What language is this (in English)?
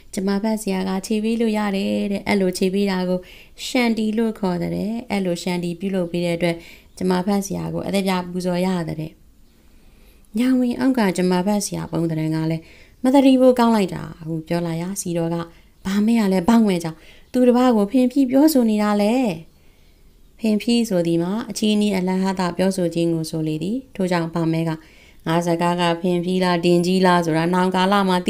Burmese